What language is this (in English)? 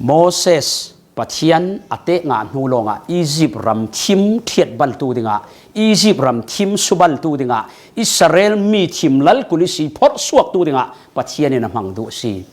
Falam Chin